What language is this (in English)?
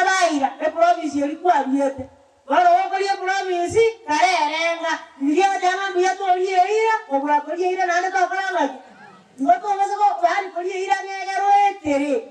Gusii